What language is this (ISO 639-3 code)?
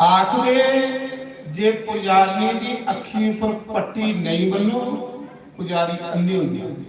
doi